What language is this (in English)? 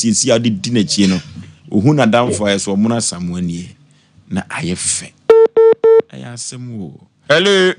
Akan